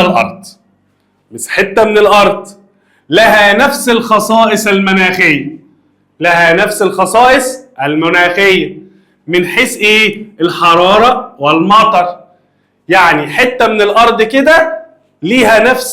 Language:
Egyptian Arabic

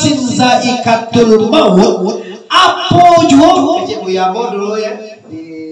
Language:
Minangkabau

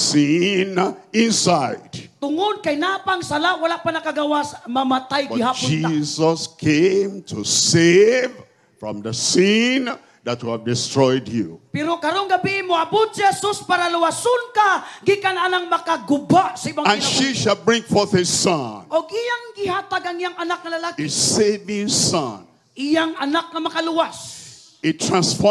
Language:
Cebuano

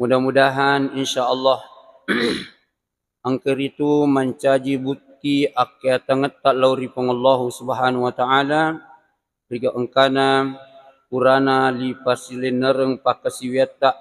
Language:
Buginese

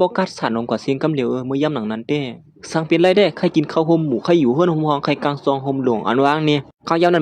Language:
Shan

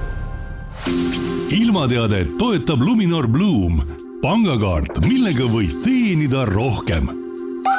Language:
Estonian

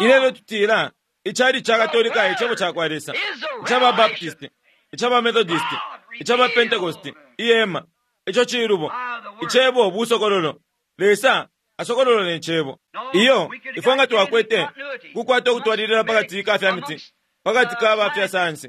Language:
Bemba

